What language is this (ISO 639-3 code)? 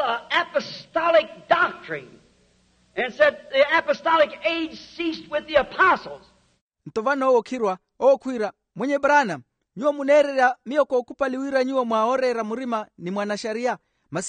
vmw